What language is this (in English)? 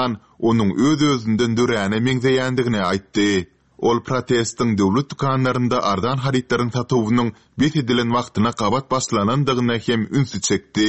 Turkmen